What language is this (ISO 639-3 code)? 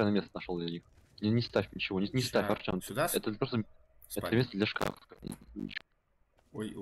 rus